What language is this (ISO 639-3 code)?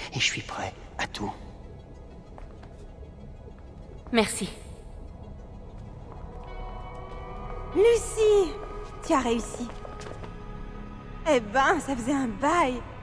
fra